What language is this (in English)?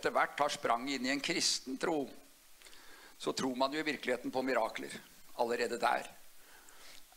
Norwegian